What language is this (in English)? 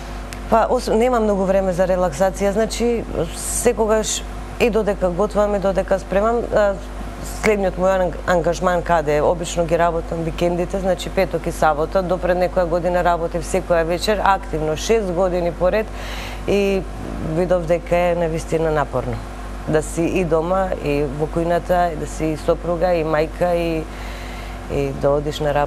Macedonian